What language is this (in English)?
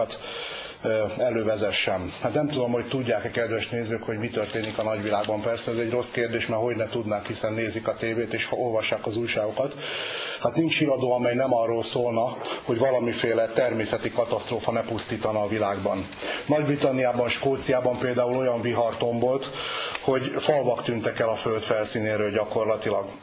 Hungarian